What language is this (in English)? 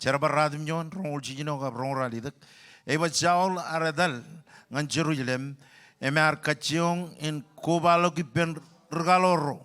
Marshallese